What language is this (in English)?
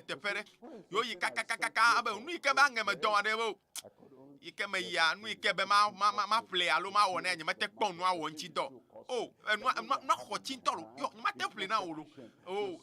Ewe